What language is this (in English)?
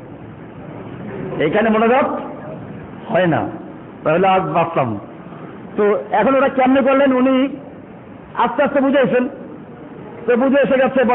Bangla